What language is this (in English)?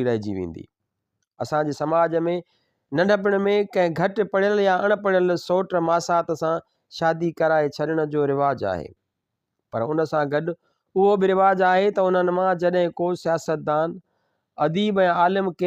Sindhi